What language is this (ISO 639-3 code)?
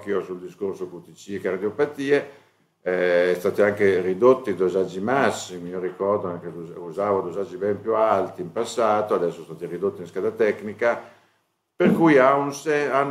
ita